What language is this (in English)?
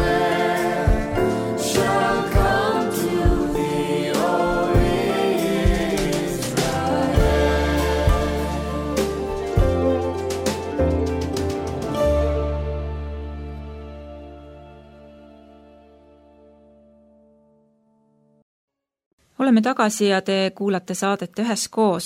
Estonian